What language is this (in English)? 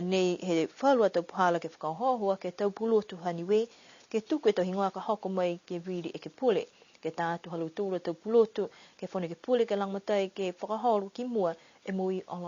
Niuean